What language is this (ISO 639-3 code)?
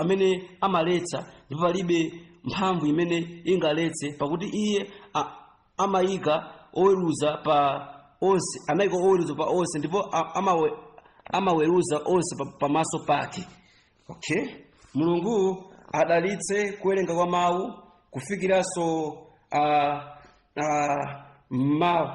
nya